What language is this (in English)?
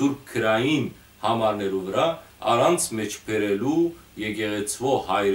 Western Armenian